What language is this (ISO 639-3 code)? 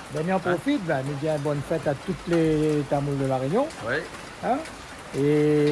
rcf